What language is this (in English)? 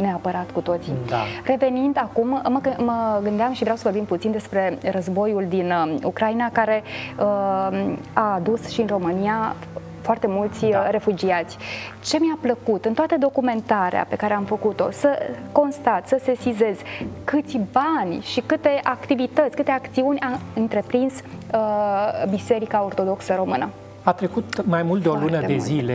Romanian